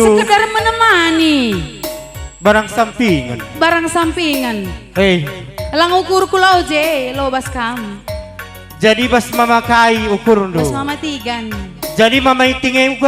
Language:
Batak Karo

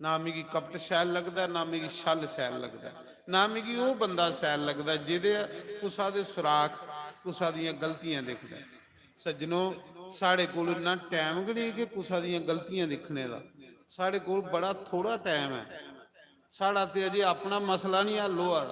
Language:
Dogri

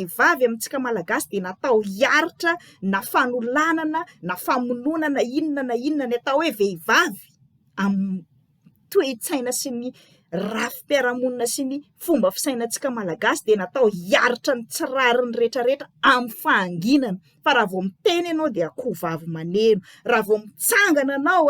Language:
Malagasy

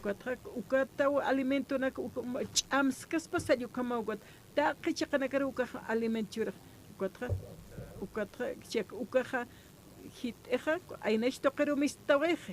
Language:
Aymara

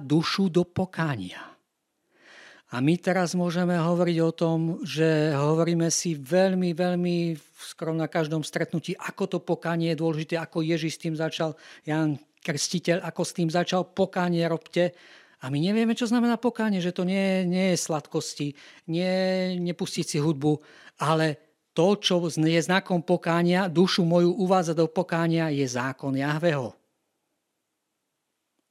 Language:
Slovak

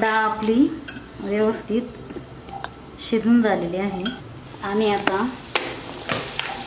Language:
Marathi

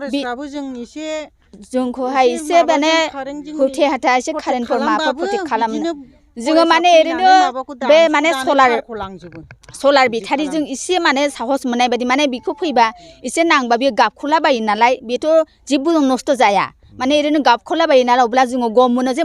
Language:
Bodo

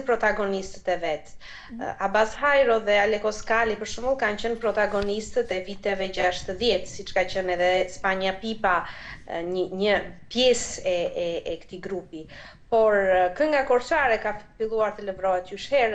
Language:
Albanian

